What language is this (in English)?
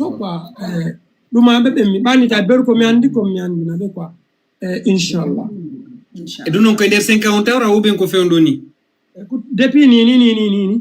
Fula